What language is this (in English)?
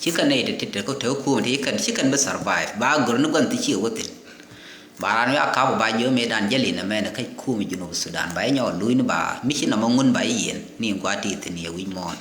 Nuer